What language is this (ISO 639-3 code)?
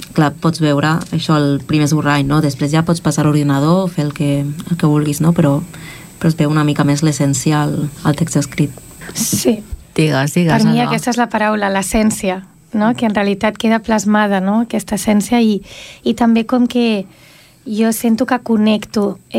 cat